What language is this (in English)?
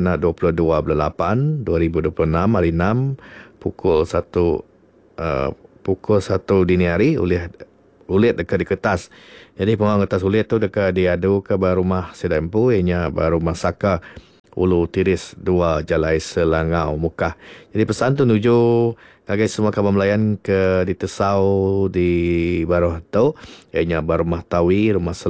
Iban